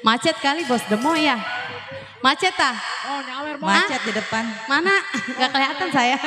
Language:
Betawi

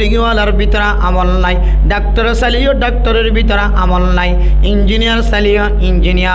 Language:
Rohingya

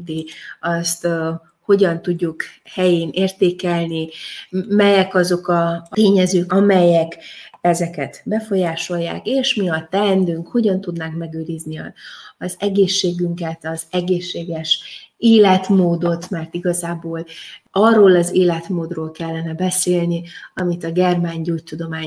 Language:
Hungarian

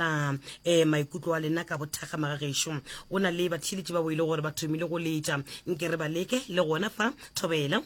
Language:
Northern Sotho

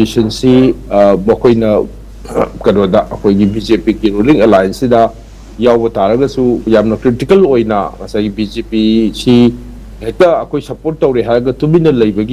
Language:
Manipuri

